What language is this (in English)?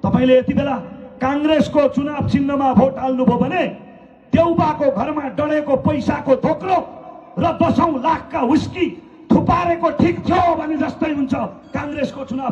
Nepali